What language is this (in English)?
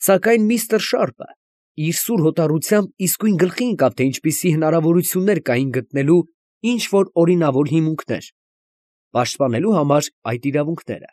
Armenian